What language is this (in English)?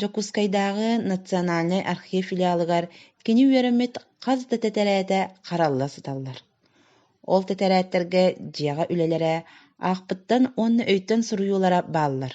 Yakut